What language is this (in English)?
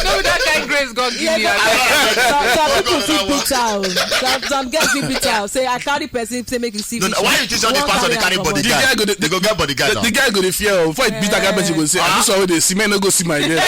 Nigerian Pidgin